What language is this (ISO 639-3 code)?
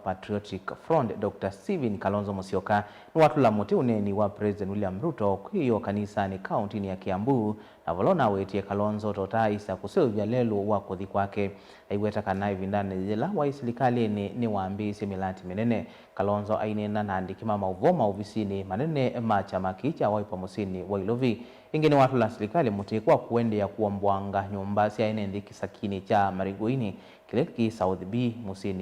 kam